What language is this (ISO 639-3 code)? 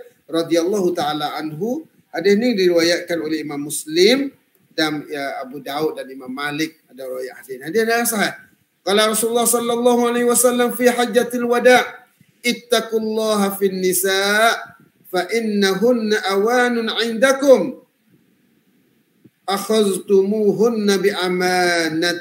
msa